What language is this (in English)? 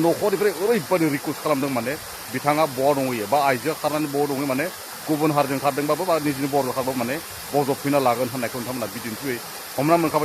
Bodo